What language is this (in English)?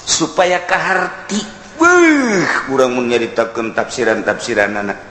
Sundanese